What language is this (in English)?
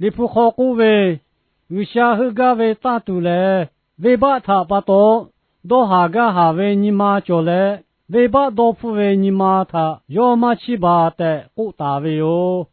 Lahu